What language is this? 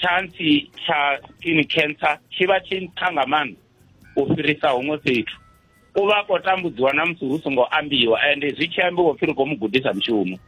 Venda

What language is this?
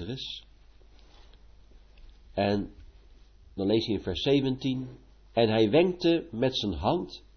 Dutch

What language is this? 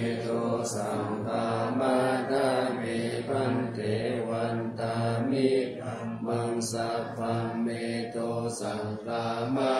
Pali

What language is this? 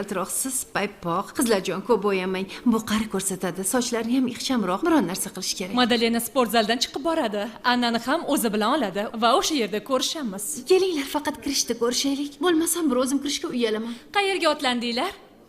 Uzbek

